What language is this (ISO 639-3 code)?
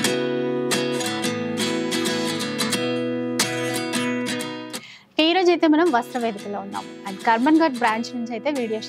tel